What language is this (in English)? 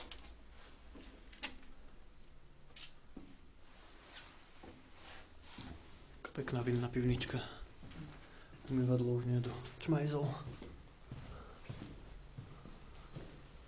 Slovak